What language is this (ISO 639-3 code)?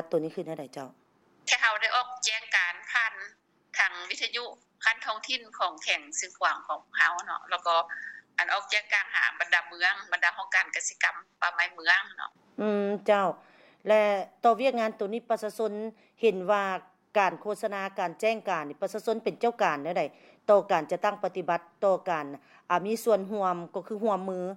lao